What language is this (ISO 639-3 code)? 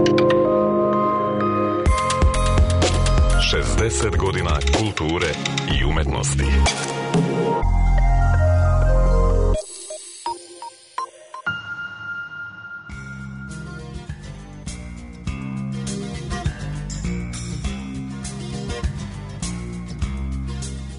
srp